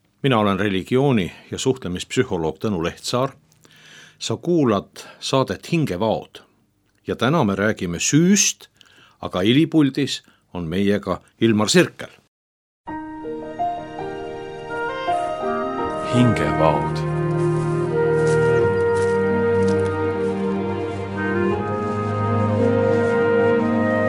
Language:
Estonian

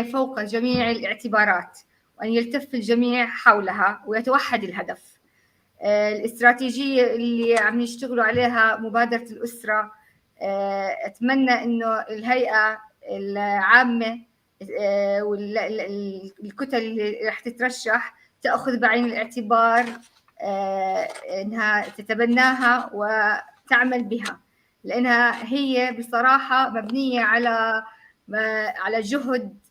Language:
North Levantine Arabic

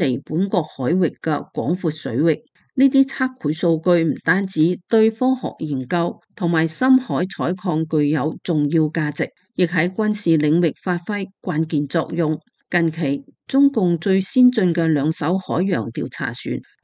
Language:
Cantonese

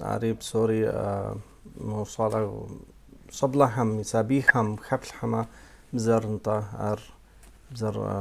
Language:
Kabardian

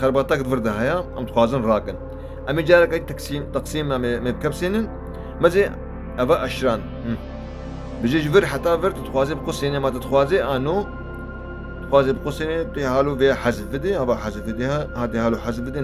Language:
Kurdish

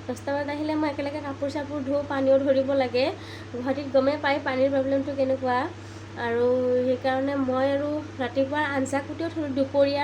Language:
Assamese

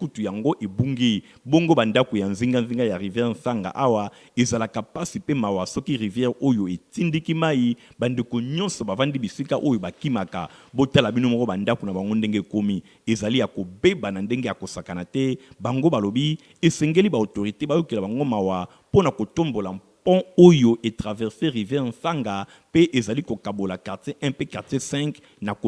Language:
Lingala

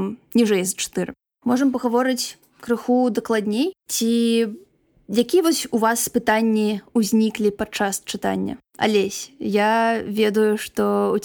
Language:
Belarusian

